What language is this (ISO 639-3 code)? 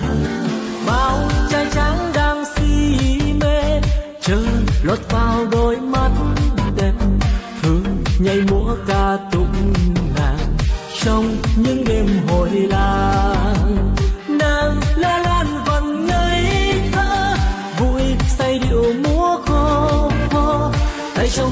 vie